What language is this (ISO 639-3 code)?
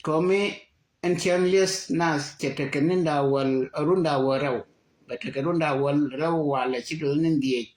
nus